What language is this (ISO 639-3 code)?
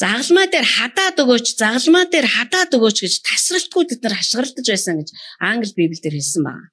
mon